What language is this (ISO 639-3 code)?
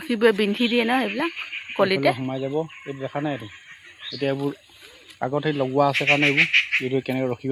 asm